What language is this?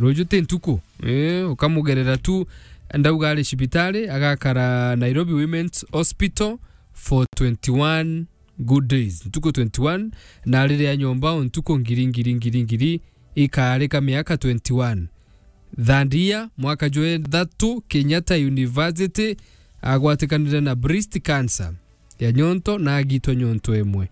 Meru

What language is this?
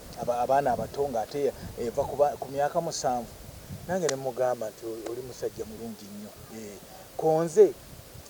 Ganda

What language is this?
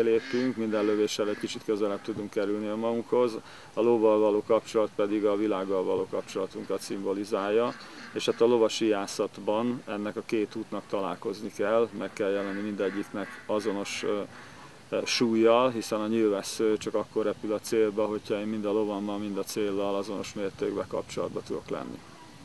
Hungarian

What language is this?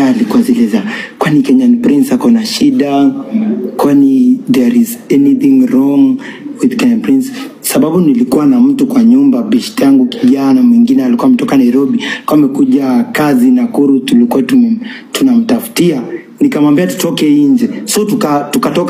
Swahili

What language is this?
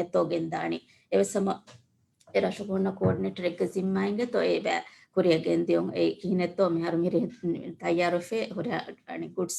Divehi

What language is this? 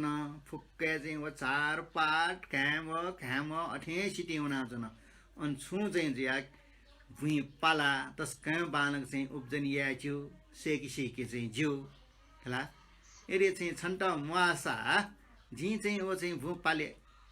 Newari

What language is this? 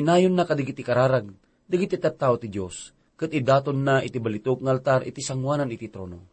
Iloko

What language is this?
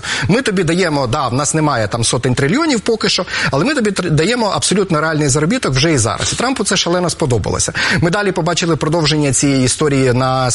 Ukrainian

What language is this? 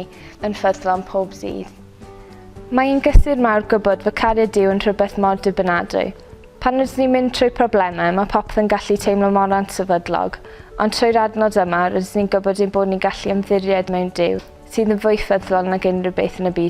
Welsh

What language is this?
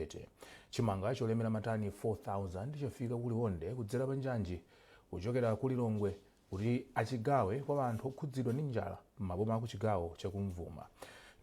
Nyanja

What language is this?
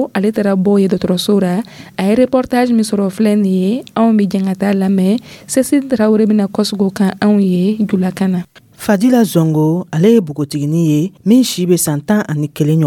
Dyula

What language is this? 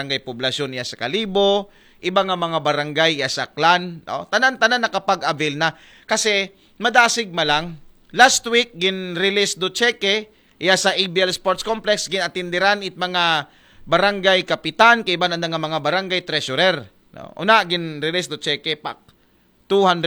Aklanon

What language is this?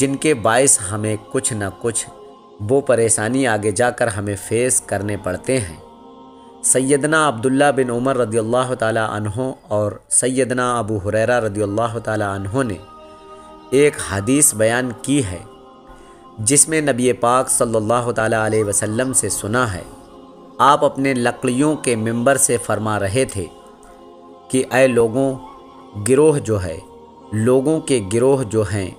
Urdu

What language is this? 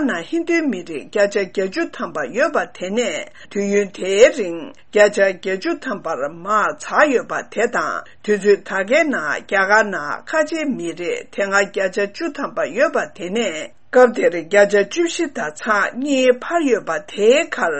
Tibetan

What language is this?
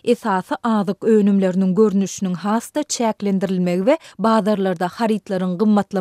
Turkmen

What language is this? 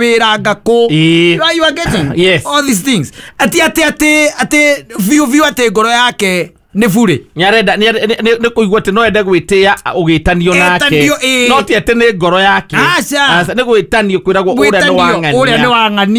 Kikuyu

